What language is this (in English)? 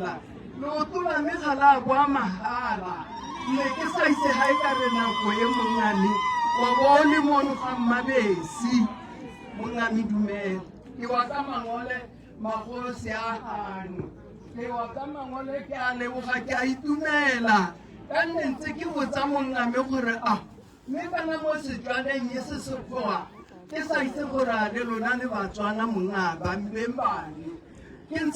Tswana